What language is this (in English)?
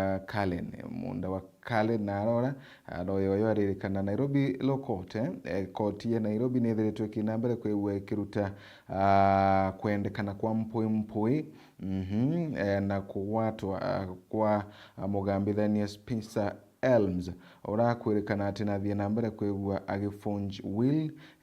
Meru